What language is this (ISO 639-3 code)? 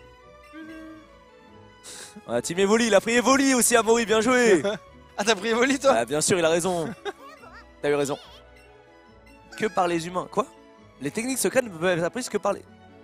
fra